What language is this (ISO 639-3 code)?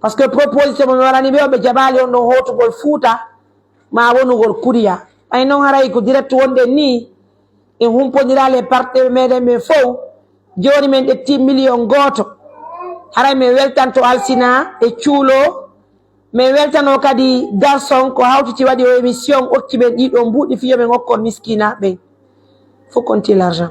fuf